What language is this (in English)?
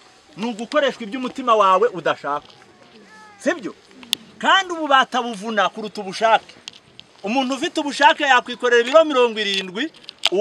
Kinyarwanda